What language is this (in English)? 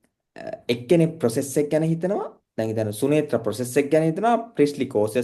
Sinhala